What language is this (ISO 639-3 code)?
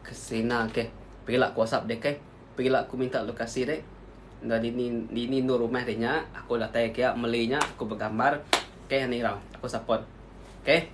iba